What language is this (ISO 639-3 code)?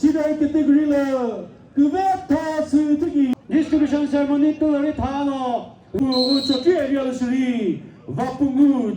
nri